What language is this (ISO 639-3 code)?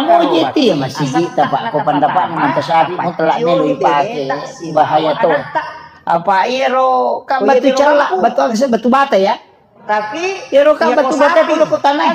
bug